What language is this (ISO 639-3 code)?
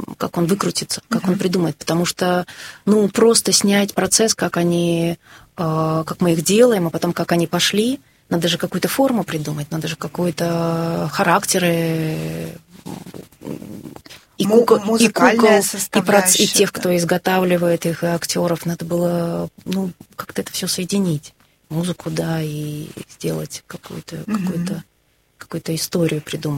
rus